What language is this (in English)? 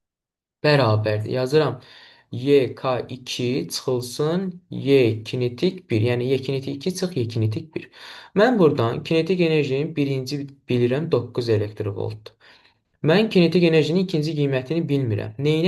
Azerbaijani